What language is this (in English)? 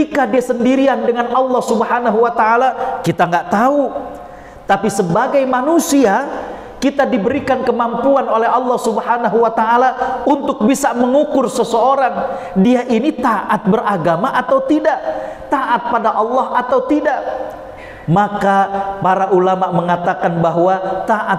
Indonesian